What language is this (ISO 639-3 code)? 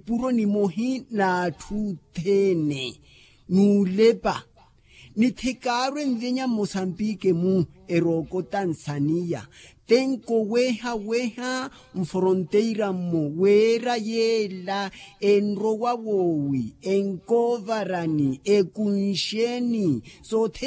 vmw